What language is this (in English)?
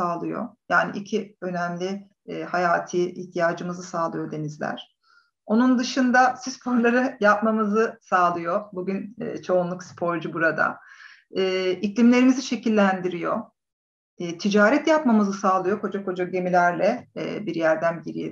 Turkish